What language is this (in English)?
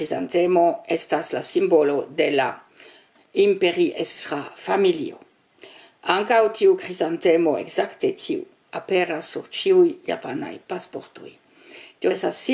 Esperanto